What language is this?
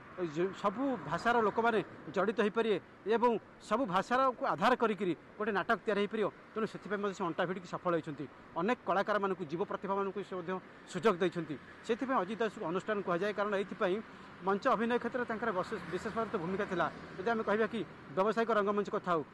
Odia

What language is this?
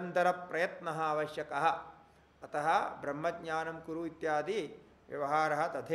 Sanskrit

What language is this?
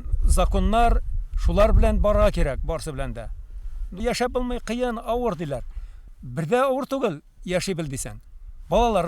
Bashkir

